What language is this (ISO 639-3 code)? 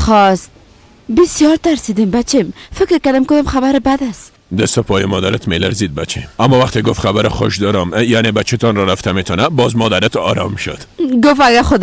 fas